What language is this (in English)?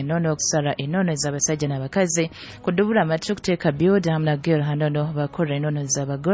Nyoro